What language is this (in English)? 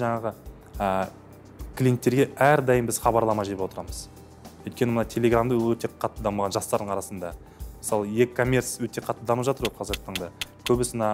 Kazakh